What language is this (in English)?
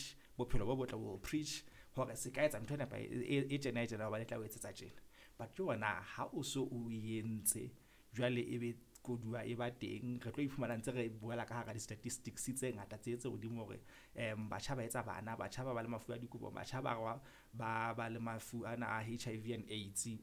Southern Sotho